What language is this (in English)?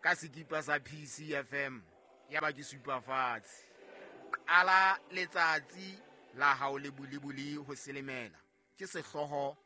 Southern Sotho